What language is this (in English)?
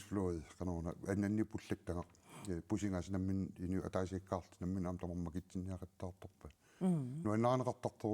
Kalaallisut